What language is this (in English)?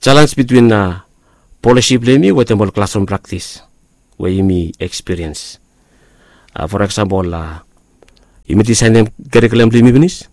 Bislama